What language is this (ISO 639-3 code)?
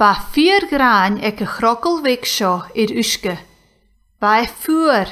gla